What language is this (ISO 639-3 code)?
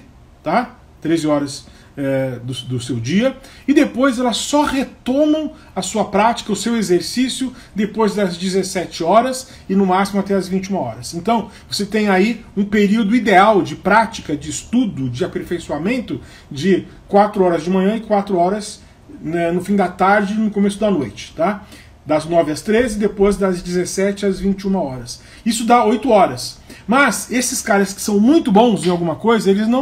por